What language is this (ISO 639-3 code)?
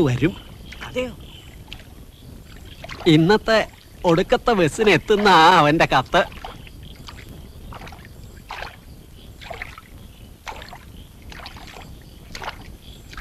mal